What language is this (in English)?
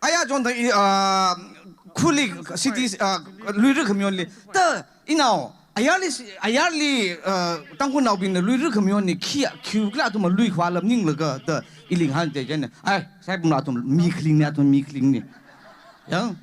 Tangkhul Naga (India)